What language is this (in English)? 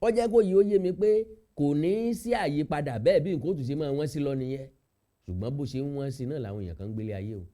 Yoruba